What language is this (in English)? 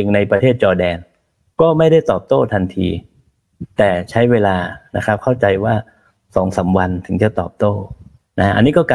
Thai